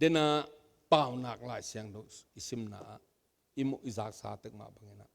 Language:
Tedim Chin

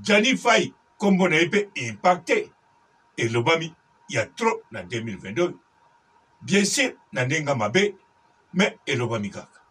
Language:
Lingala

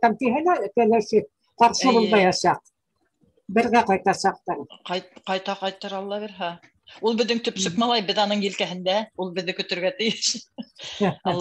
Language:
Bashkir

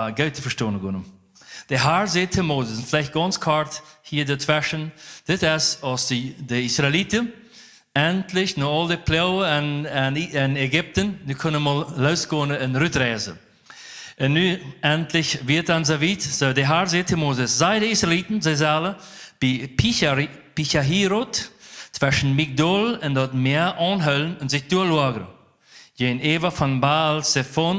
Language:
Plautdietsch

